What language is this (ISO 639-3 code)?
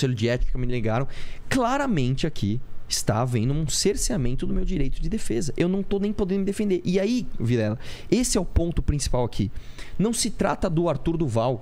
por